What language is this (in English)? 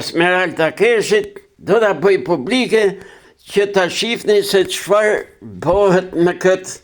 Albanian